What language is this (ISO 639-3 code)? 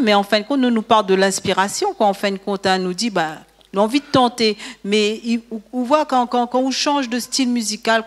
rcf